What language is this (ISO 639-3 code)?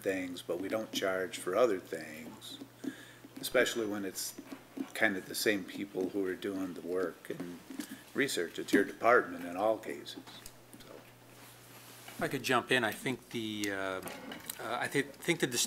eng